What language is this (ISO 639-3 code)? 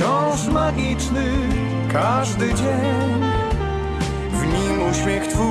pol